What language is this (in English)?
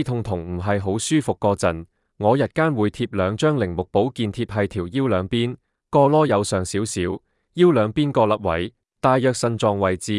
Cantonese